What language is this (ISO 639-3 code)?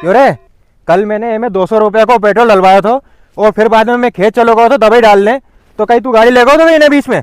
raj